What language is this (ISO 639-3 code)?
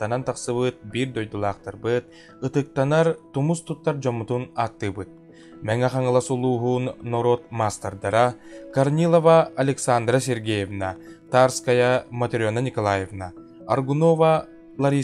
sah